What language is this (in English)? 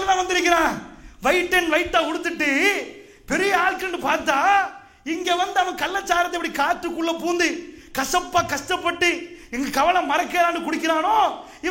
Tamil